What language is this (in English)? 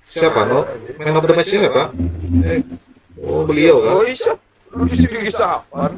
Banjar